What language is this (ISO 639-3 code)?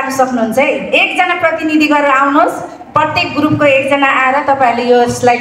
nep